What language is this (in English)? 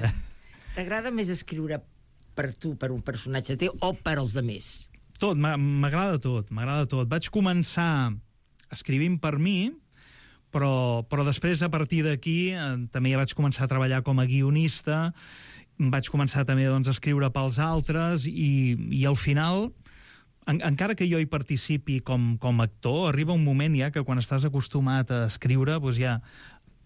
Catalan